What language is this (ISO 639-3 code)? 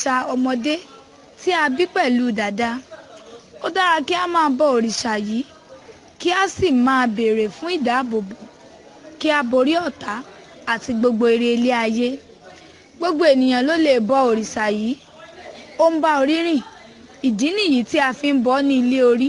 yor